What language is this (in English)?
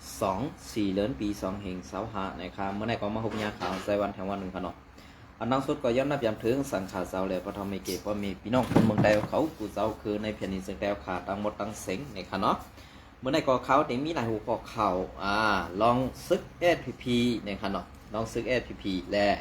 Shan